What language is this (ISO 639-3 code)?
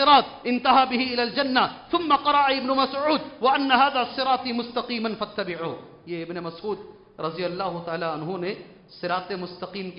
urd